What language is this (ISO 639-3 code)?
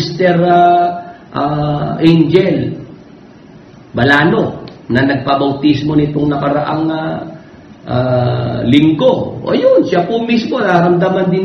fil